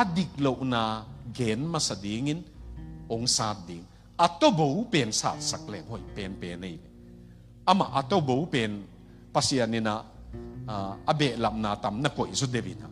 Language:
Tedim Chin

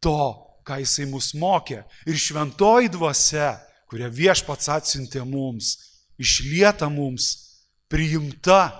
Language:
Lithuanian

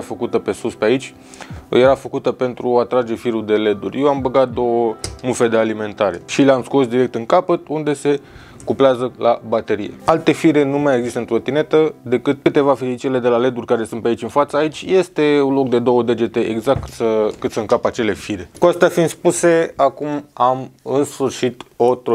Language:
Romanian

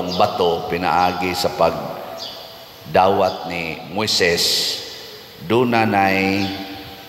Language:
Cebuano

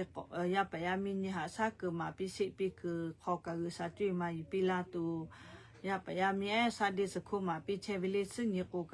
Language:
Lahu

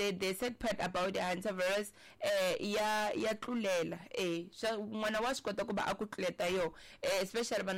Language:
Tsonga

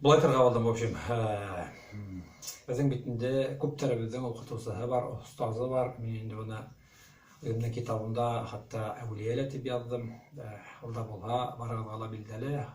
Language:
Bashkir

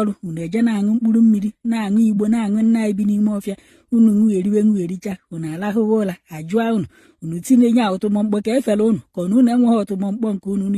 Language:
Igbo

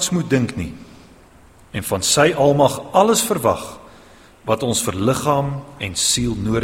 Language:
Afrikaans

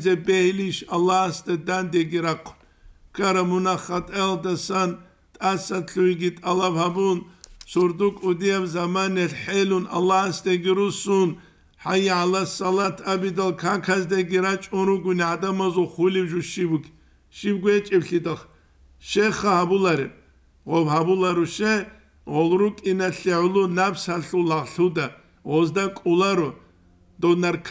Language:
Avaric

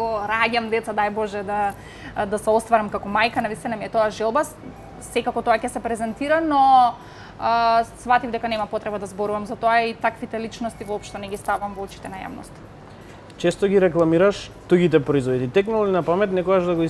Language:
Macedonian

